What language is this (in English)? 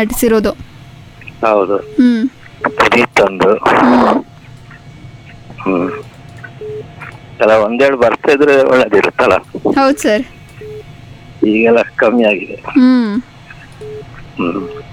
Kannada